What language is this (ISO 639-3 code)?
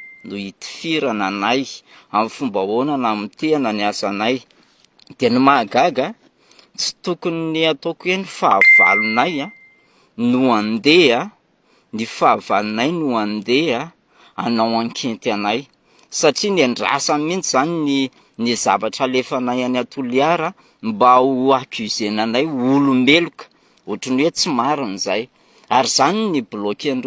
mlg